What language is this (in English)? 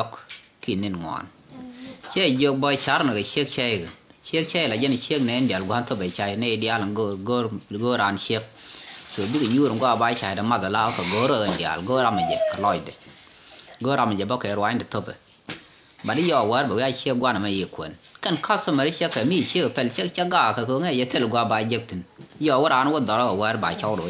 Nuer